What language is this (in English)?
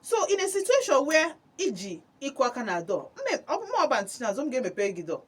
Igbo